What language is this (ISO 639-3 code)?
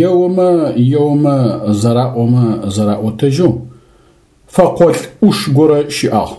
ady